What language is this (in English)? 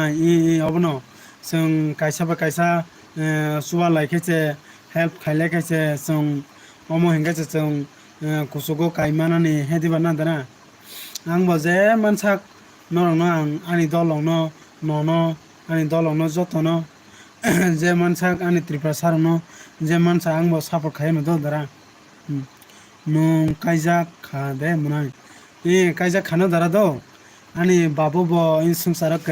Kok Borok